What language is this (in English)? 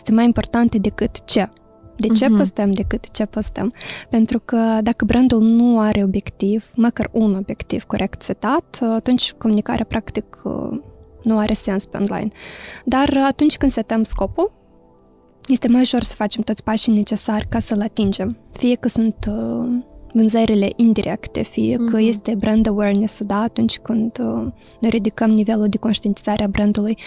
Romanian